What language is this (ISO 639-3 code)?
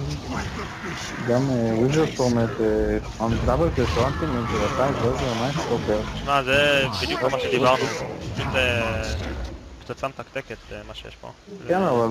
heb